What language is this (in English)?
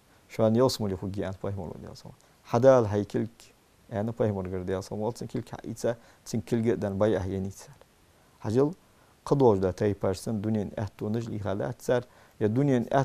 Ingush